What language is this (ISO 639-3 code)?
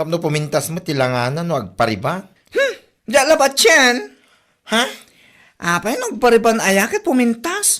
ilo